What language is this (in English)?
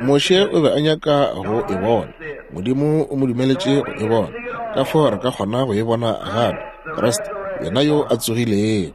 Northern Sotho